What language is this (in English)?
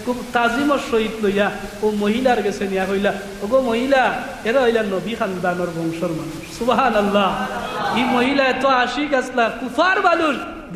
Sylheti